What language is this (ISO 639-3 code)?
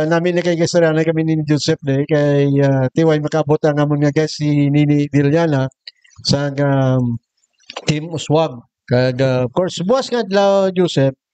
hil